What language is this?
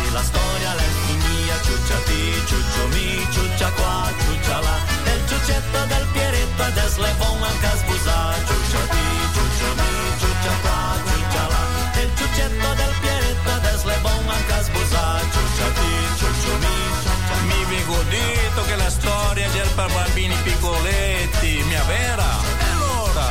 Italian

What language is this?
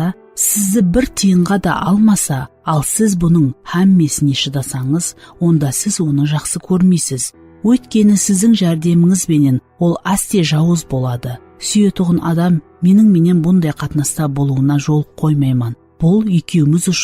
Kara-Kalpak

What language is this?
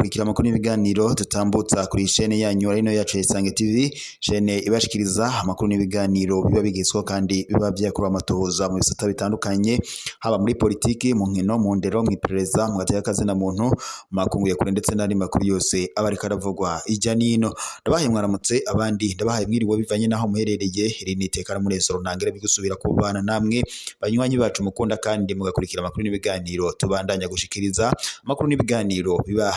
Rundi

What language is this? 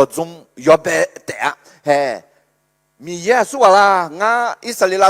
Akha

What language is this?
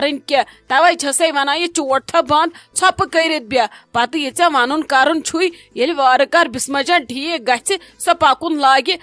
Kashmiri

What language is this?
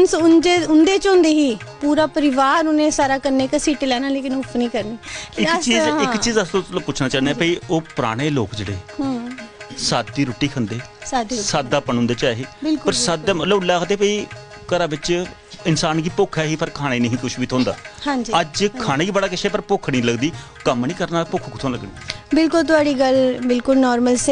Dogri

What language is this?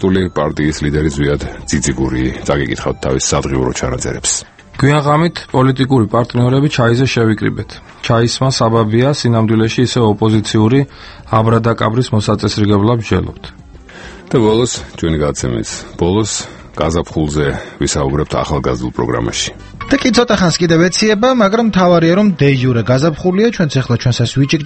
Georgian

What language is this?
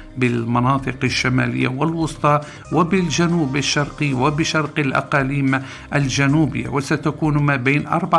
Arabic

